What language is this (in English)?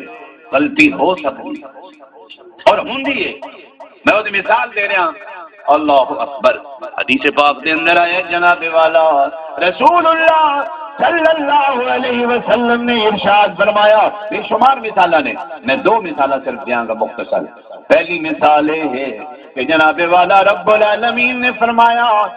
Saraiki